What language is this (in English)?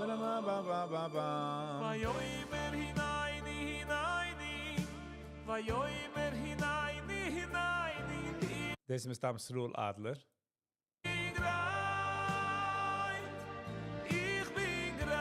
Yiddish